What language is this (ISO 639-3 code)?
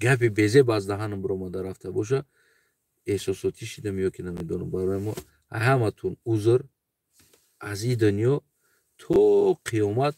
tgk